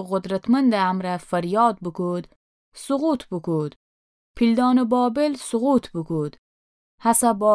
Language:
Gilaki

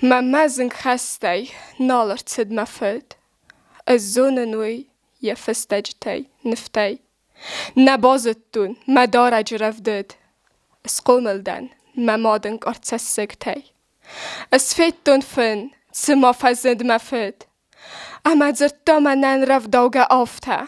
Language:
Ossetic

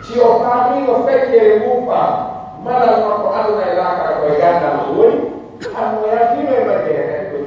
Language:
Pular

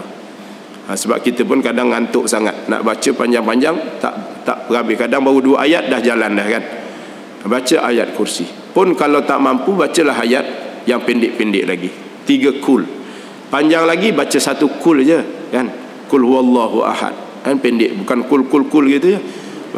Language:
Malay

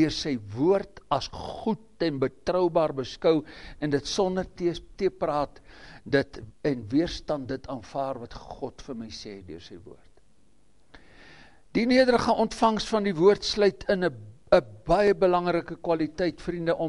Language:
Afrikaans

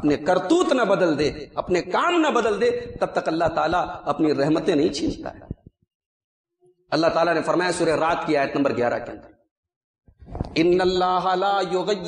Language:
Urdu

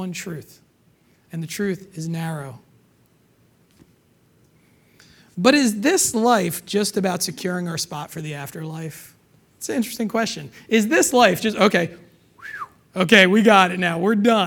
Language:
English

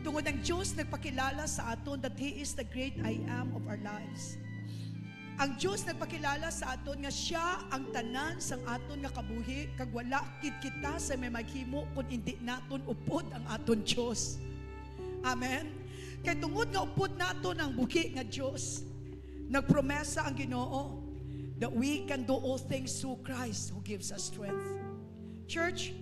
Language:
Hiligaynon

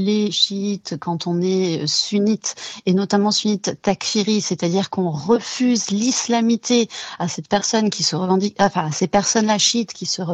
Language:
French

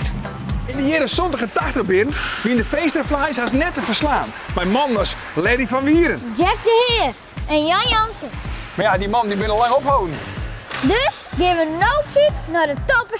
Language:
Western Frisian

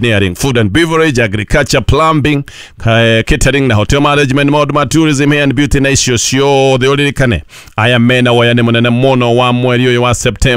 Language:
Kikuyu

